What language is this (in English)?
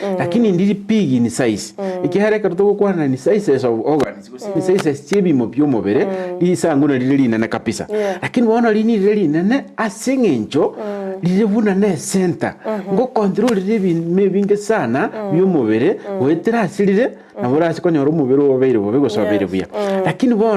Gusii